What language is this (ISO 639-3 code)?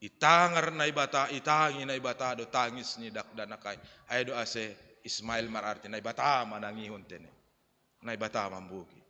bts